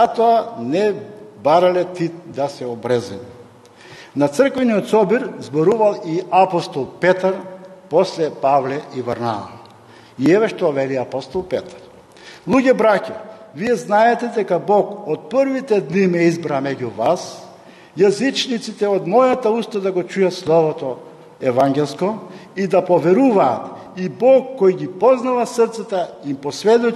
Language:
Macedonian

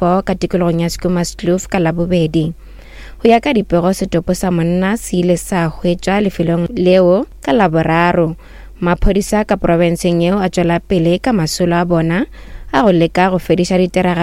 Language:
Northern Sotho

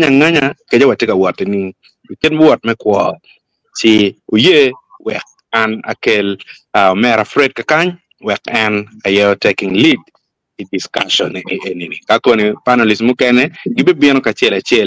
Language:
Acoli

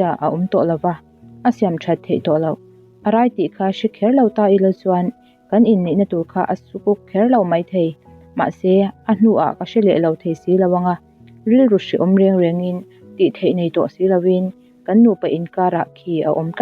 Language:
Mizo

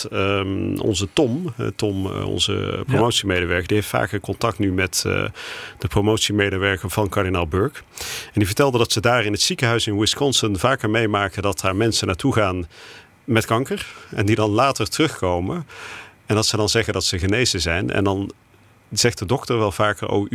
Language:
Dutch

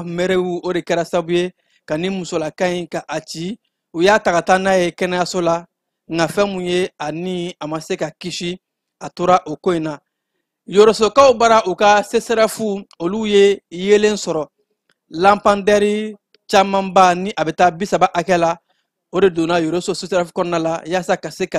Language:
Bambara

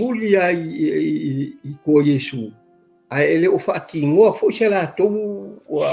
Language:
Samoan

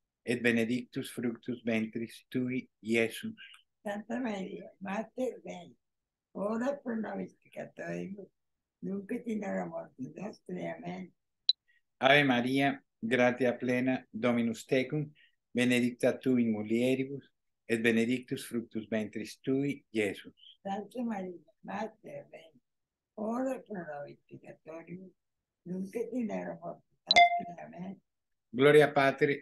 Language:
Latin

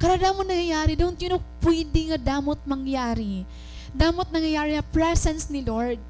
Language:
Waray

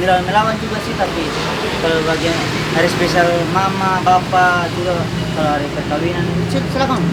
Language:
Ambonese Malay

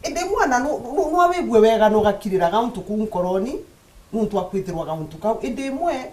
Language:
Meru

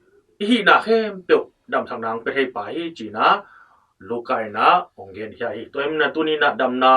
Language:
Tedim Chin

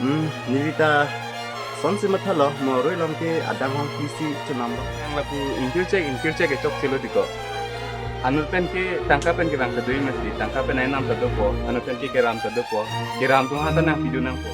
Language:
Karbi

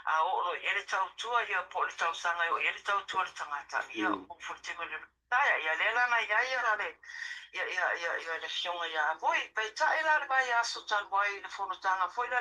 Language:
Samoan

